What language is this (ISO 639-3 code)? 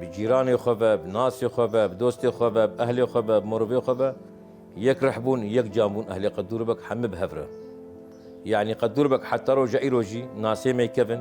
kur